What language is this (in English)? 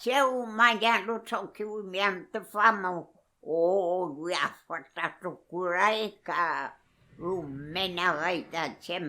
Mapuche